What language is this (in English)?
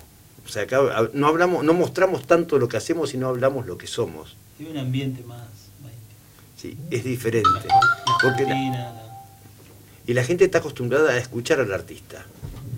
Spanish